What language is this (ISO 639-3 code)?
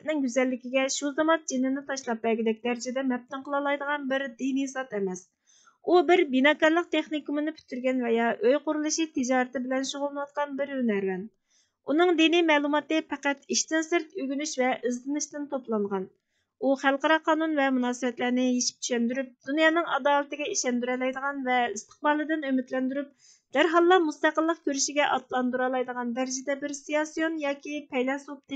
uig